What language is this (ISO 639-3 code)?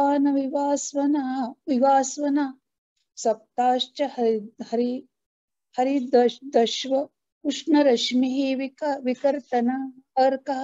san